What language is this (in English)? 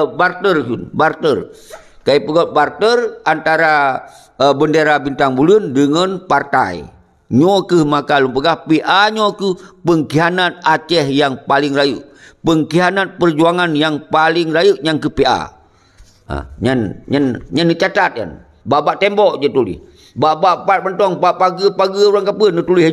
Achinese